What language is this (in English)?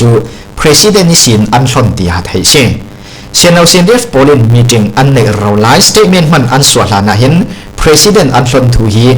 Hakha Chin